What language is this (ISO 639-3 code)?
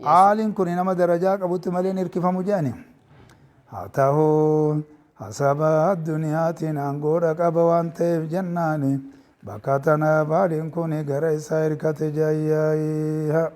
orm